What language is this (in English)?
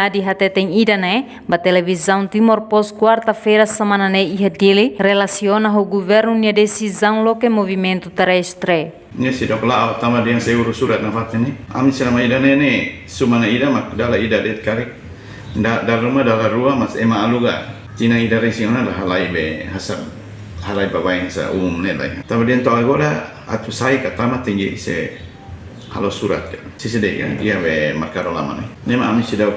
Tetum